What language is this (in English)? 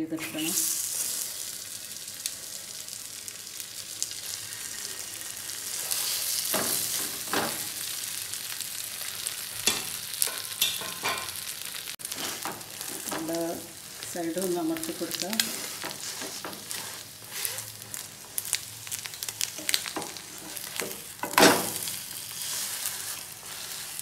Malayalam